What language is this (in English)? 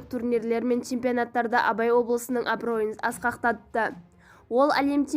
Kazakh